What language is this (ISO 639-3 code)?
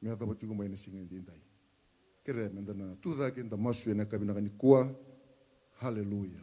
fij